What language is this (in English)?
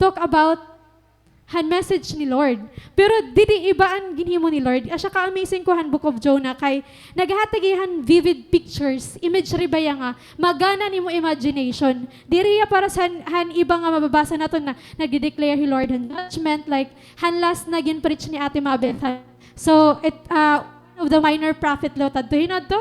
Waray